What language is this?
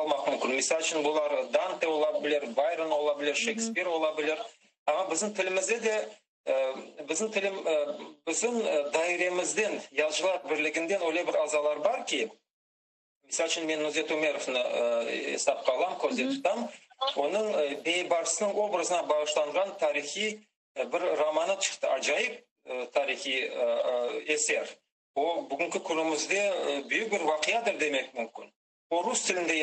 Crimean Tatar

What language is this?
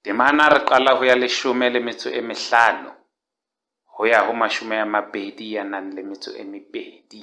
Southern Sotho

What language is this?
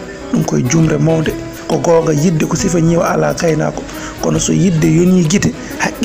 Fula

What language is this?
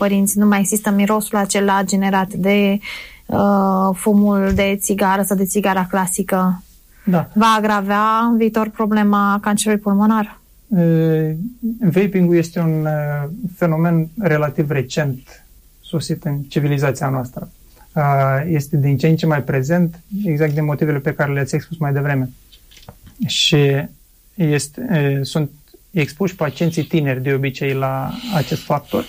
Romanian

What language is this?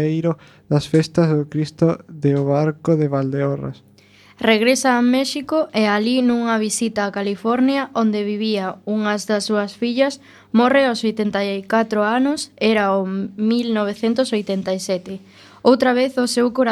Galician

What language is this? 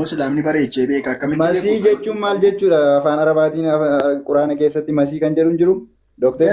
Oromo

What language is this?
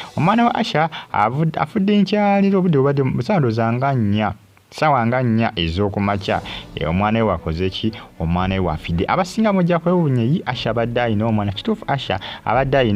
Ganda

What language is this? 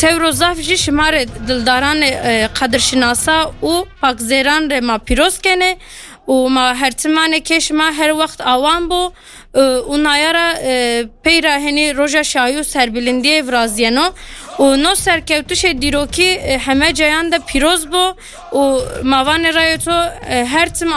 Kurdish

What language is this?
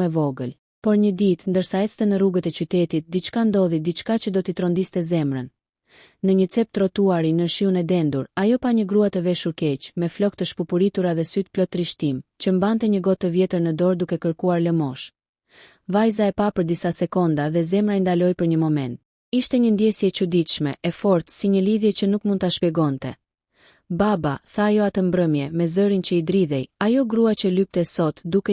Albanian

